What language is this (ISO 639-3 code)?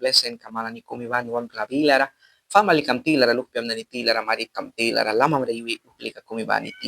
miq